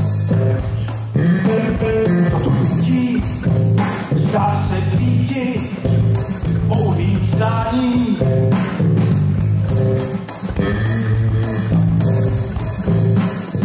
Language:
Czech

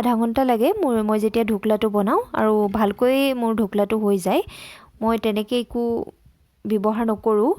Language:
Assamese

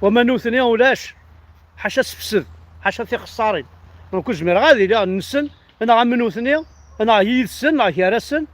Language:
Kabyle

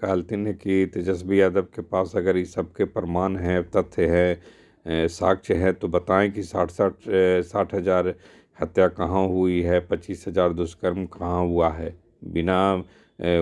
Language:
Magahi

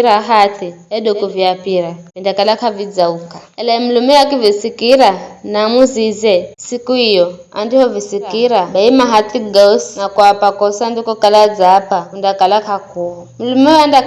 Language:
Giryama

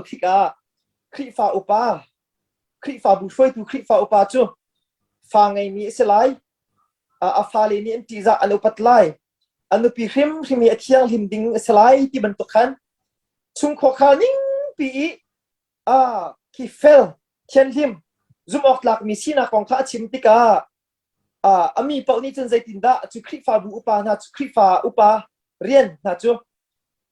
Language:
Hakha Chin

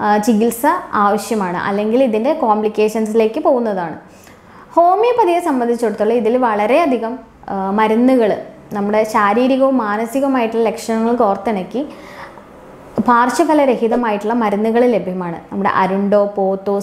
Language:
Malayalam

